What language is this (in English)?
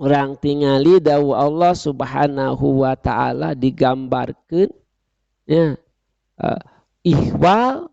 Sundanese